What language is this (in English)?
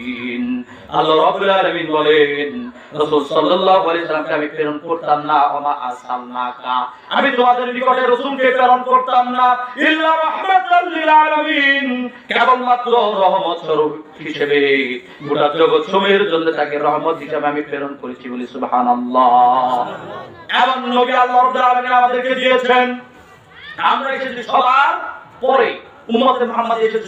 Bangla